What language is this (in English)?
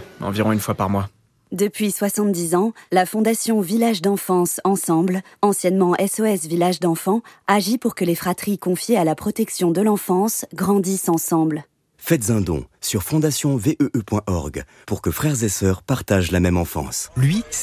French